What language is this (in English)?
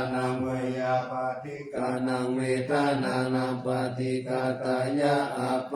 Pali